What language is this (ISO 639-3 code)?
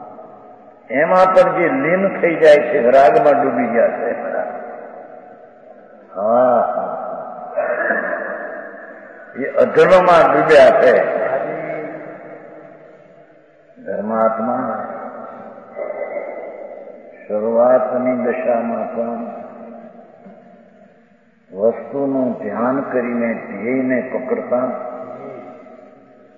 guj